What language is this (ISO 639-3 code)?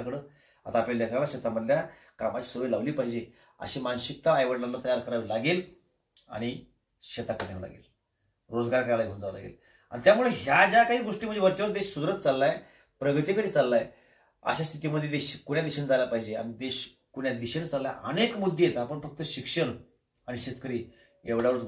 mar